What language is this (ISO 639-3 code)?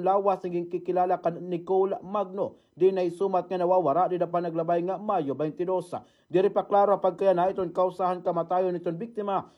war